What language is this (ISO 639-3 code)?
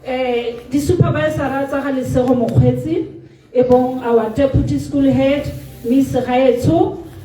tsn